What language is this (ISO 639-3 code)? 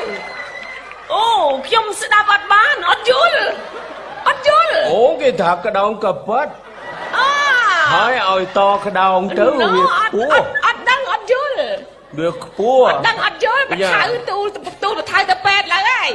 khm